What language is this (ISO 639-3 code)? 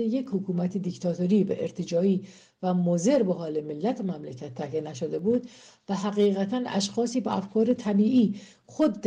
fas